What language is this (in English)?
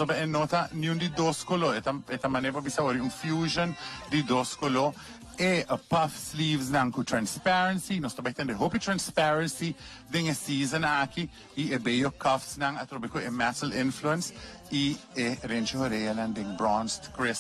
Papiamento